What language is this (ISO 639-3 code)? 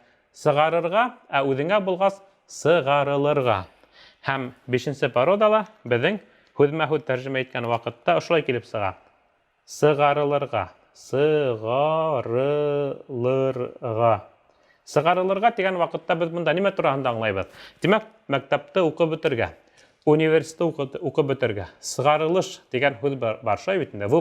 bak